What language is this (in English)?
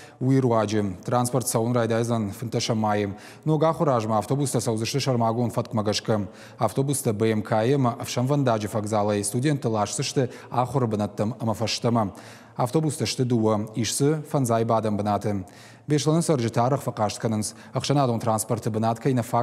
Ossetic